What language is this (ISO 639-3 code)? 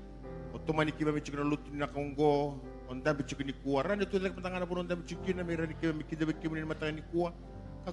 fij